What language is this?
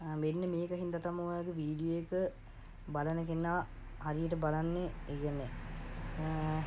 Sinhala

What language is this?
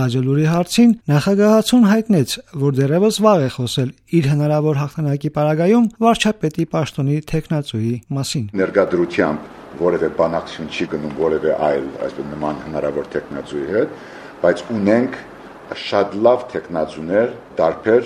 Armenian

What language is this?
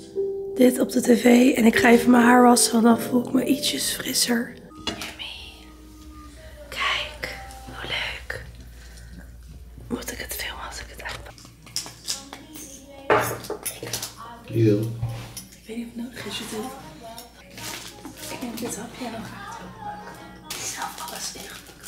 Dutch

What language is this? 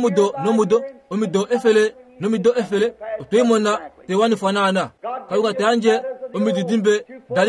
Kuanyama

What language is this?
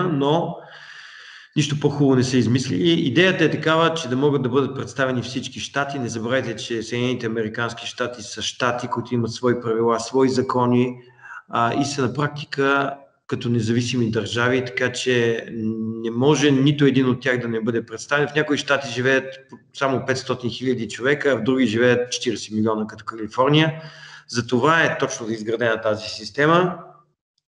Bulgarian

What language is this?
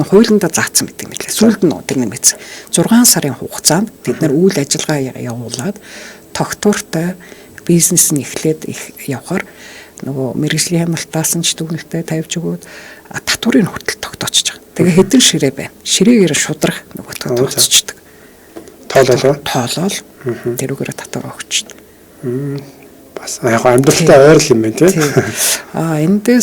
Mongolian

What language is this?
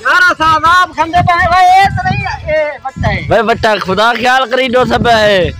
Saraiki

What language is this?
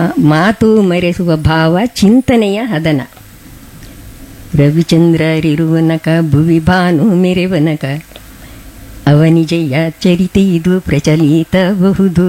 Kannada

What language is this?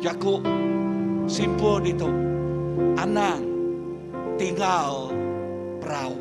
Iban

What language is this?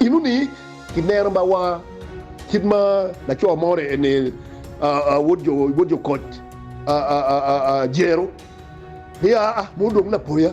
Acoli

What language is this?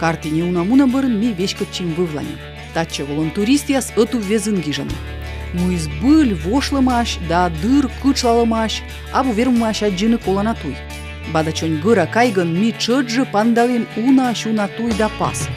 Komi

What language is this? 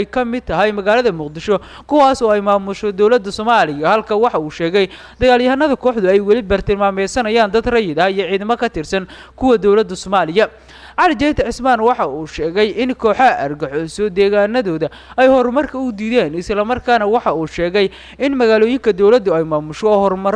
Somali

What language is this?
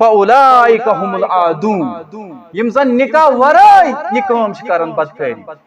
Kashmiri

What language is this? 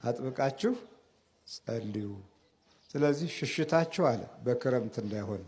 Amharic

